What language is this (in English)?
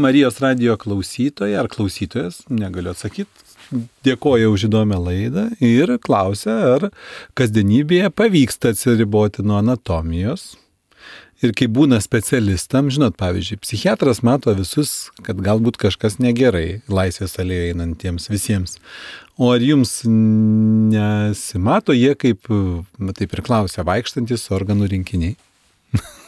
Lithuanian